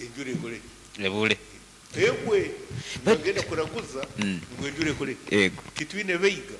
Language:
Nyankole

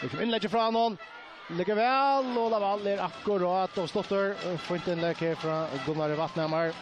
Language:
Faroese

